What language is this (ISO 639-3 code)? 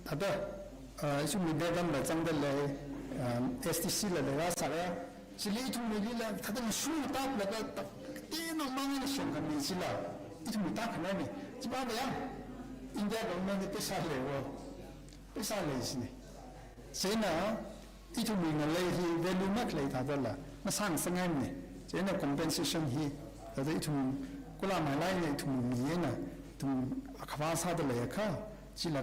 nmf